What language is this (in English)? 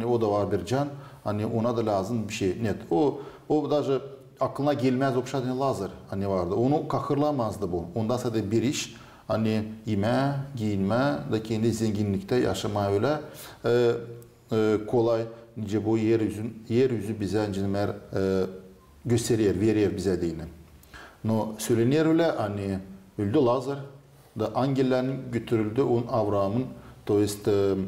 Gagauz